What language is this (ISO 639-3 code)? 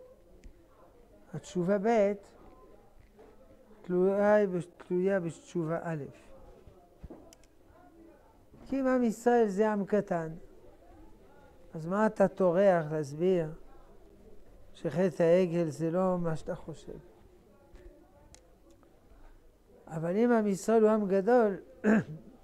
heb